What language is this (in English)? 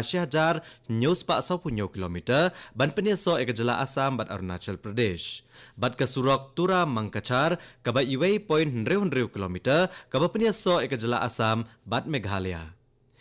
Khasi